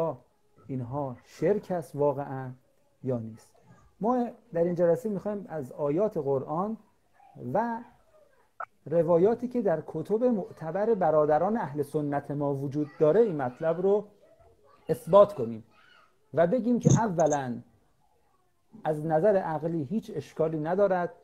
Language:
Persian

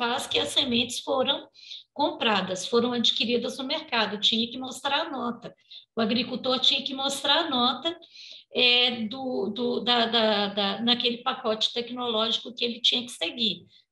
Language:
Portuguese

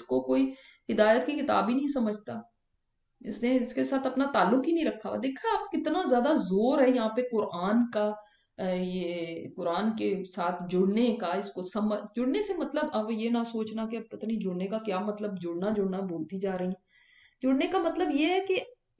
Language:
Urdu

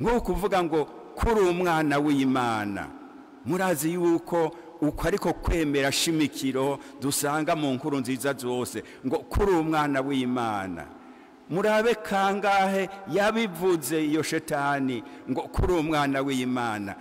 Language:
Rundi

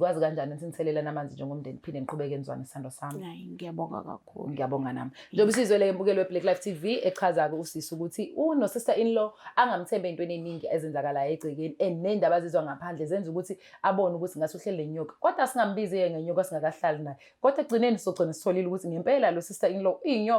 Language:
Zulu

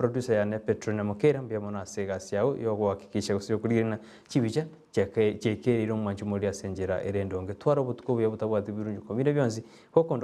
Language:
Gusii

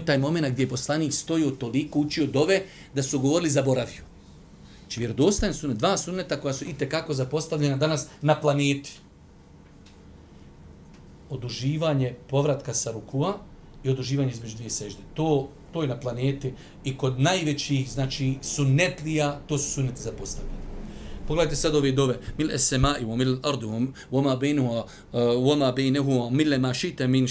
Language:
Bosnian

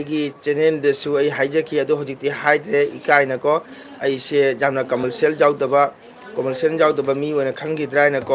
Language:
Manipuri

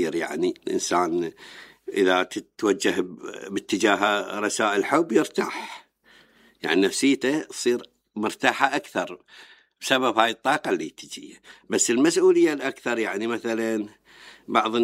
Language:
Mesopotamian Arabic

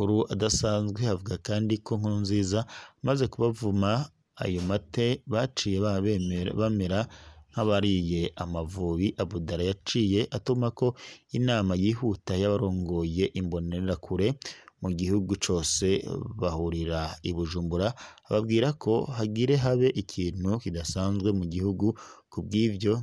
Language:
Rundi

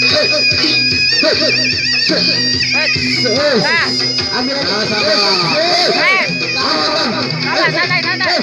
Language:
Betawi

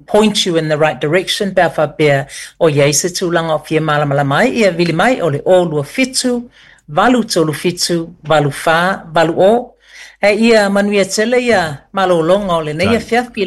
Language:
Samoan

